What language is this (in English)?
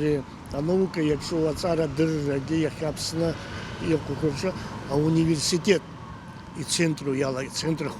Abkhazian